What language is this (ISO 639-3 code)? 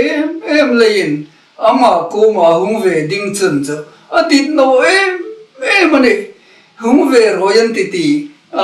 hmr